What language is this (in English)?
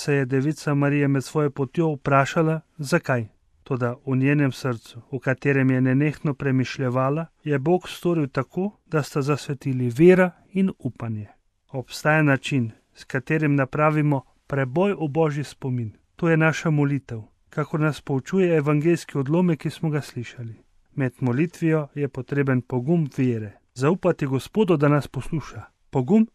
Slovenian